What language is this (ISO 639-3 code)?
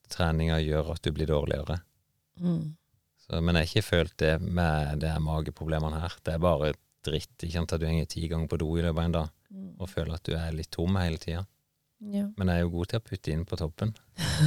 nor